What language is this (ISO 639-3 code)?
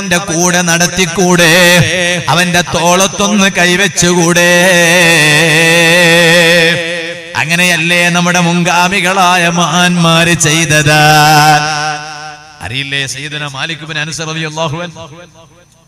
mal